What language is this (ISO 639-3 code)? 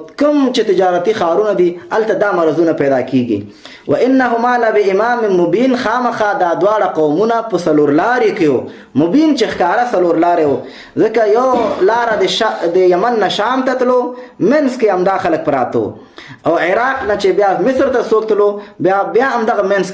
pus